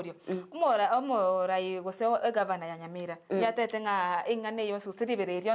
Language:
Gusii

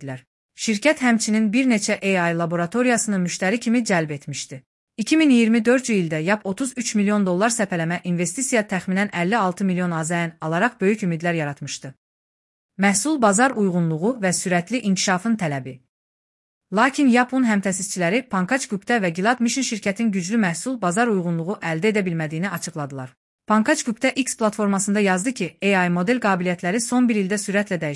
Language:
Azerbaijani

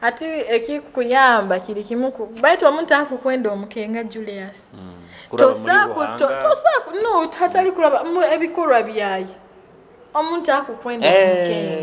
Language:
Nyoro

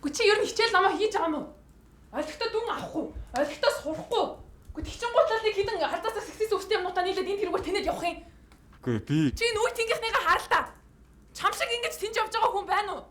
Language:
Mongolian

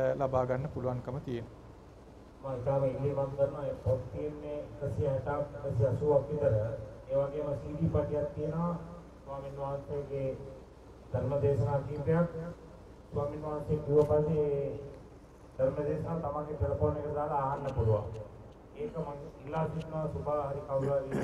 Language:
Sinhala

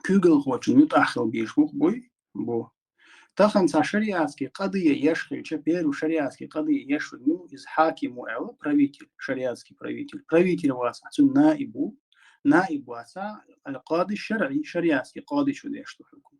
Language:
Chechen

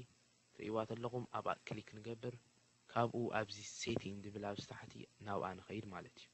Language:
Tigrinya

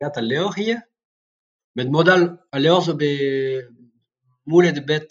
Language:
Breton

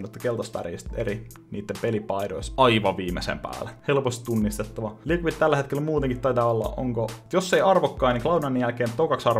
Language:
Finnish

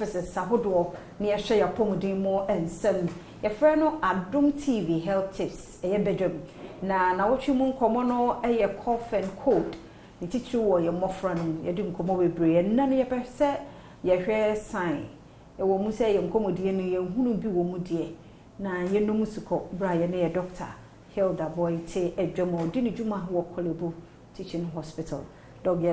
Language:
Akan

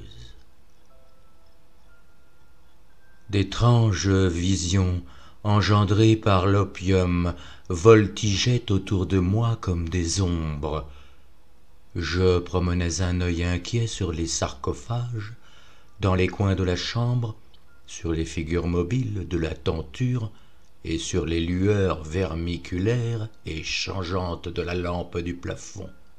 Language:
French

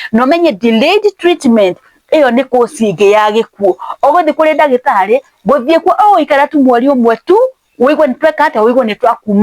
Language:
Kikuyu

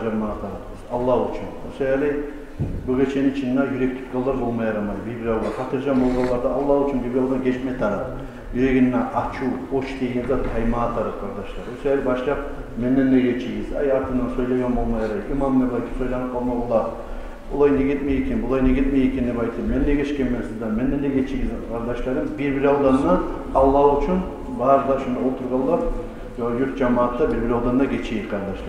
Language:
Kumyk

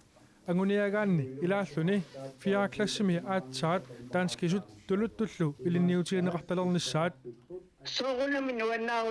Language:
Kalaallisut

